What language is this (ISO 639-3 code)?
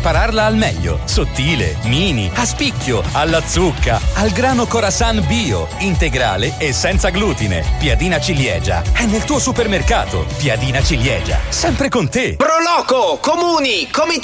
ita